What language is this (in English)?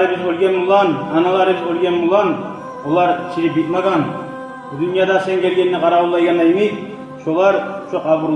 Kumyk